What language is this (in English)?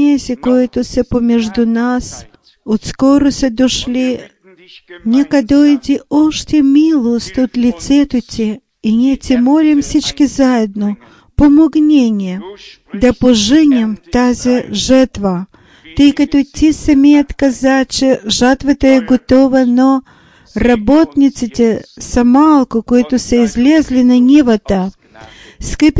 Bulgarian